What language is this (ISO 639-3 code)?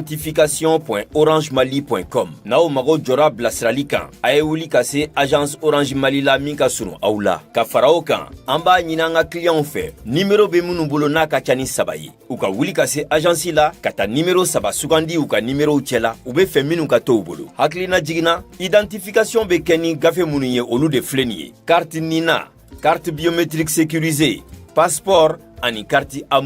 bam